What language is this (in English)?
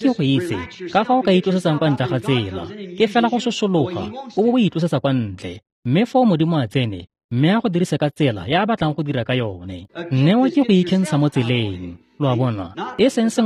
Tswana